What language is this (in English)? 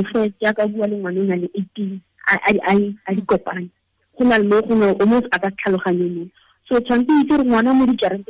Tswana